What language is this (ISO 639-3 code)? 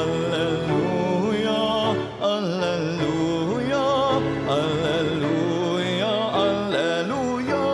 bik